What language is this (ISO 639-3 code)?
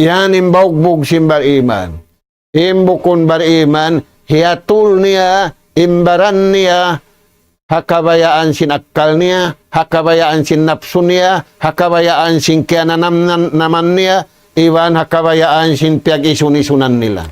tsg